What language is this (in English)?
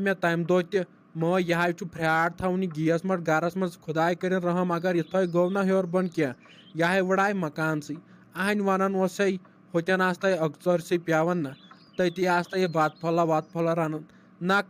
Kashmiri